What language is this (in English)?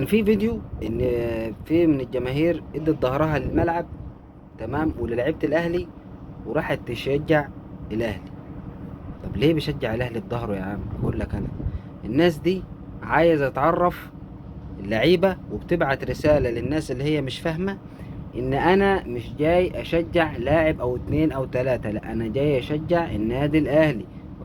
Egyptian Arabic